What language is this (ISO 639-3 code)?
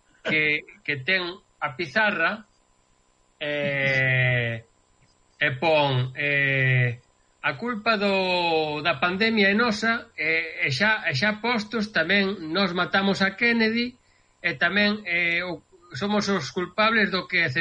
glg